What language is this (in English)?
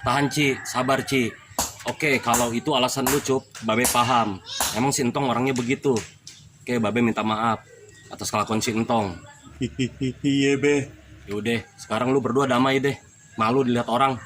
Betawi